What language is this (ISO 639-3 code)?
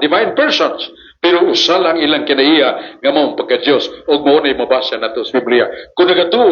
ceb